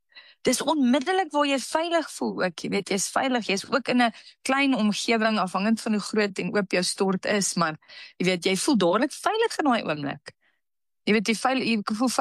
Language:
Afrikaans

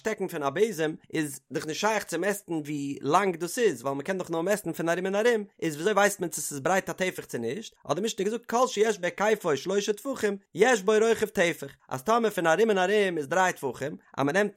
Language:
Yiddish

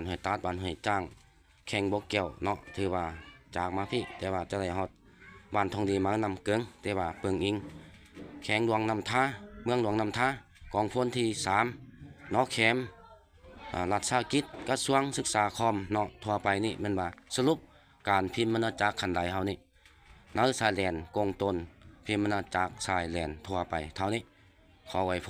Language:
Lao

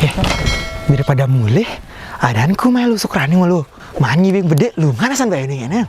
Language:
Balinese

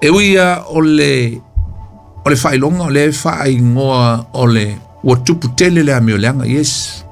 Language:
Samoan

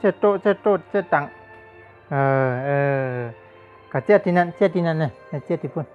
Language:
Shan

